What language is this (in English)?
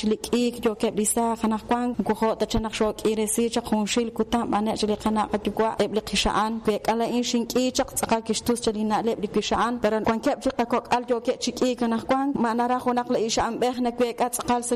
Kekchí